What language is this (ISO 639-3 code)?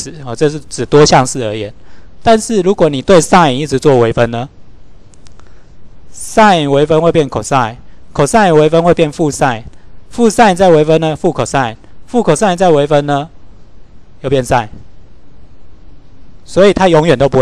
zho